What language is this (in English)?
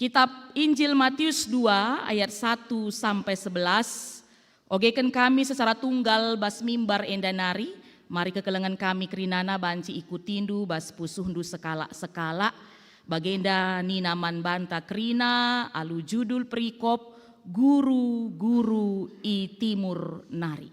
Batak Karo